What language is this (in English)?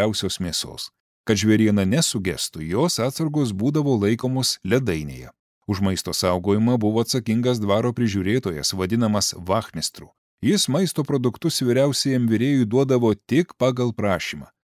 Lithuanian